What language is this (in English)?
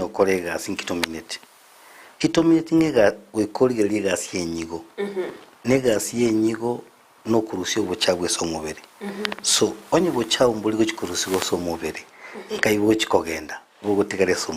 Gusii